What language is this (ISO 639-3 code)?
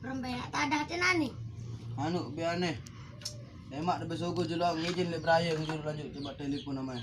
sas